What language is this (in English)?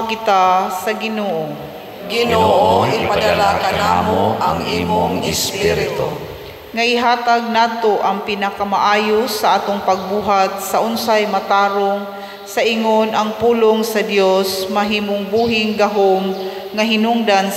Cebuano